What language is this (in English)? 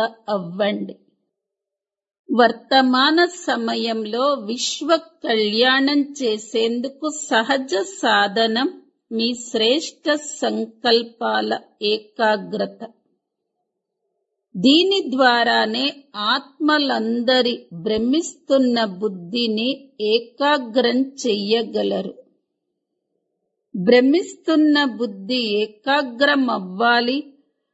Telugu